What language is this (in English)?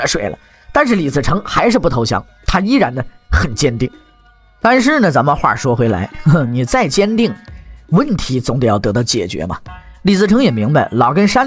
Chinese